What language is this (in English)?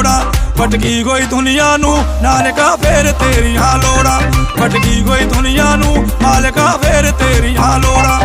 Punjabi